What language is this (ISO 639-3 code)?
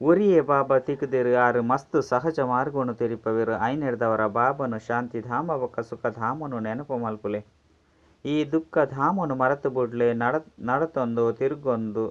tcy